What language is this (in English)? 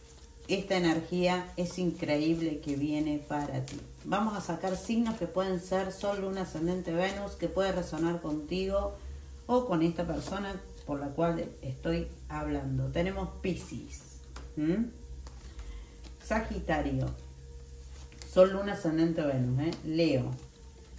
Spanish